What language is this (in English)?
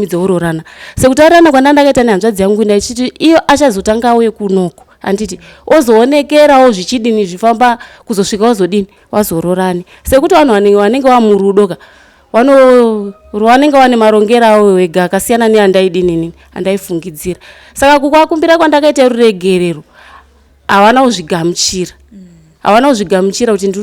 Shona